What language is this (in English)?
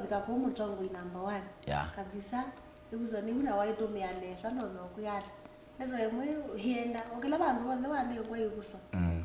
Kamba